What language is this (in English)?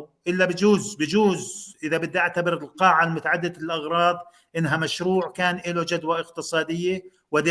North Levantine Arabic